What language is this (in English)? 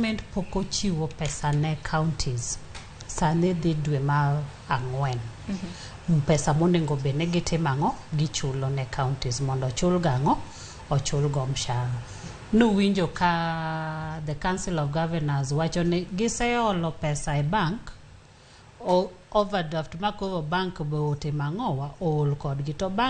Luo (Kenya and Tanzania)